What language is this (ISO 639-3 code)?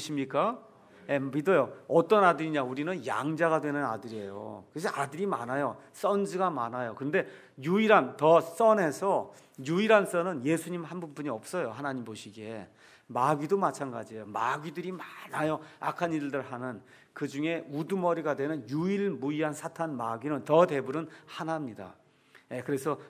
kor